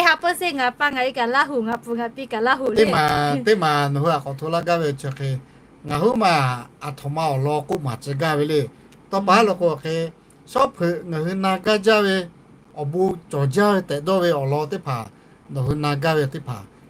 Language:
Lahu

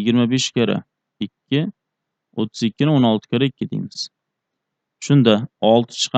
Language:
Uzbek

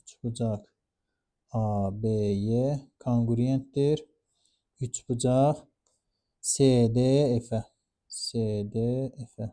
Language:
Azerbaijani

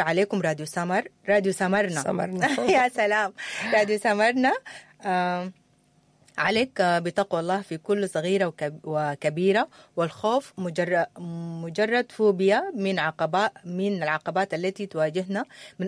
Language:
Sudanese Arabic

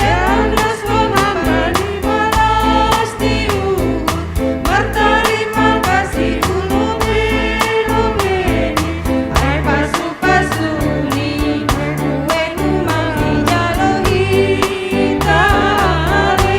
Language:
Batak Simalungun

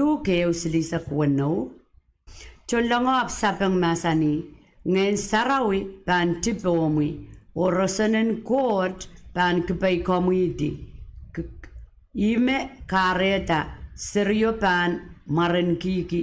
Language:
Pohnpeian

